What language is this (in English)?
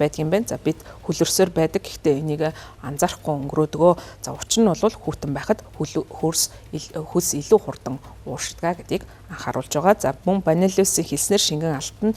Mongolian